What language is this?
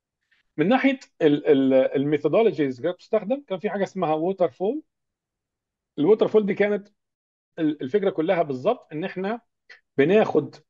Egyptian Arabic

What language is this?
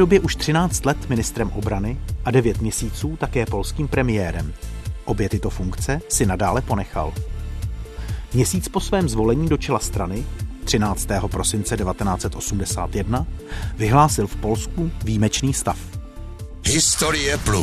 Czech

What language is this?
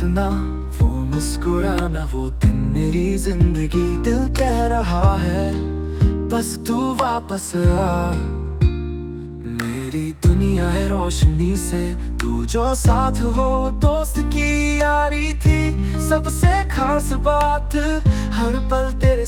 Hindi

